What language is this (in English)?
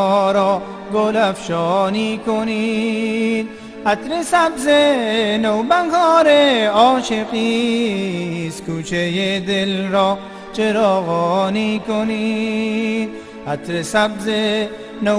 Persian